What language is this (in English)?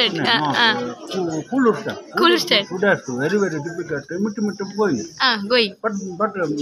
Tulu